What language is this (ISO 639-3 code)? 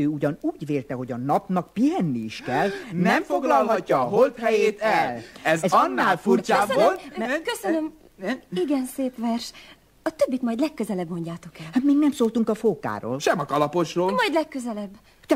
hun